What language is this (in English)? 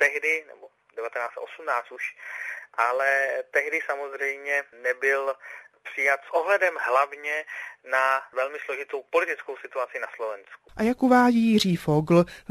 Czech